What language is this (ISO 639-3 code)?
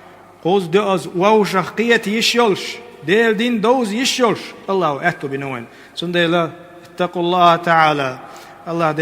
che